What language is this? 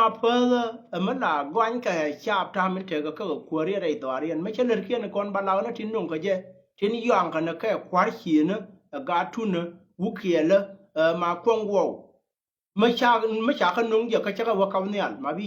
Nuer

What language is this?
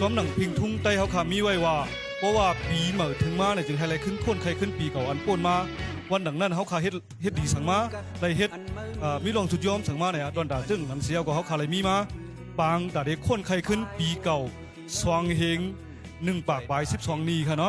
Shan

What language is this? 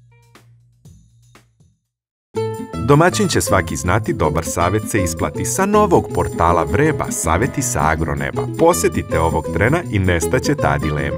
Serbian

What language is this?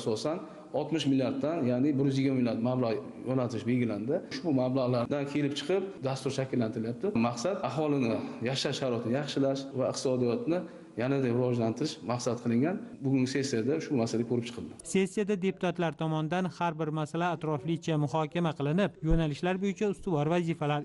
Uzbek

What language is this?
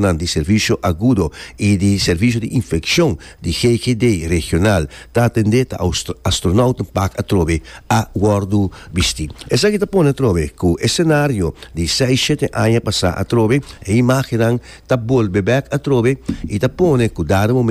Papiamento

